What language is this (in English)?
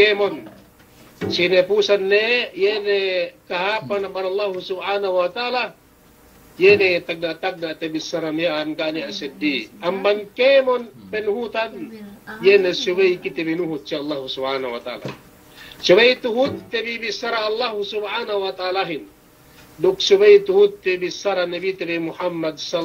Yakan